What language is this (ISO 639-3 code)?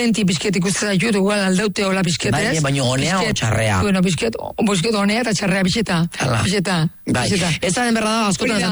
eus